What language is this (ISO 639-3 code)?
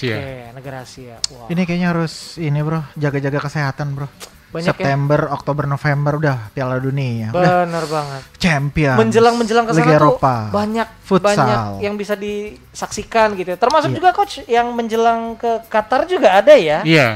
ind